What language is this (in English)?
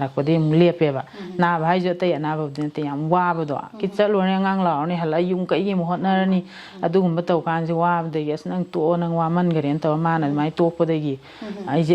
Manipuri